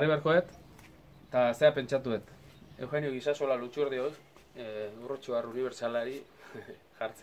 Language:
Basque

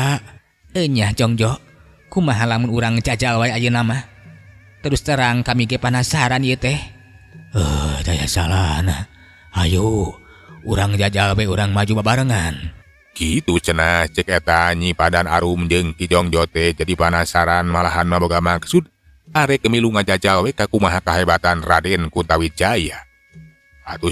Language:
Sundanese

